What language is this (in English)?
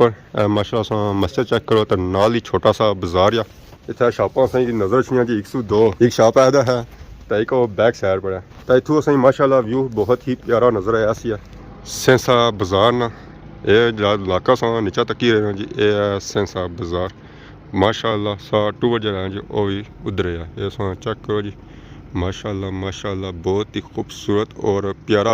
Pahari-Potwari